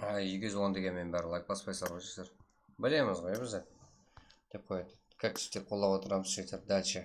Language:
Kara-Kalpak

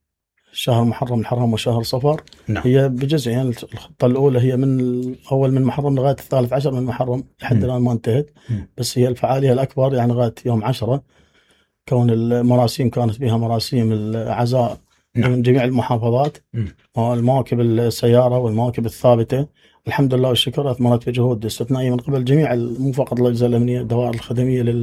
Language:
Mesopotamian Arabic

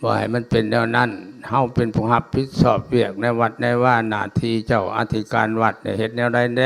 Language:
Lao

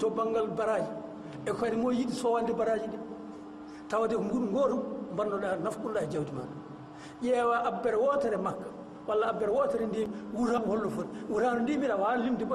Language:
Fula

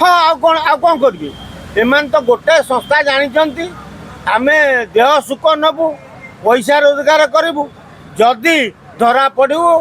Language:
Odia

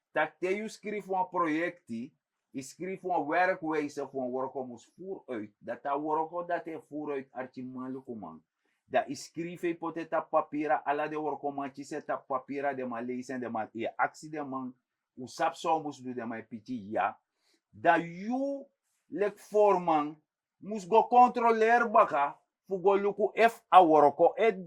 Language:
Sranan Tongo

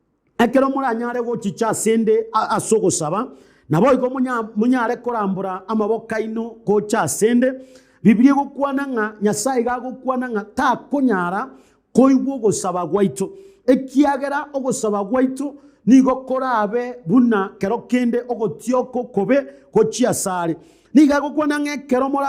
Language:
Gusii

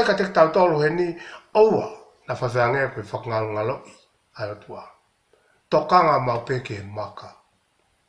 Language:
Tongan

